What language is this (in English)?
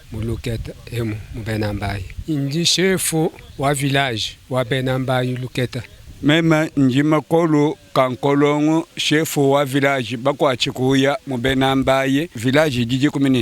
Luba-Lulua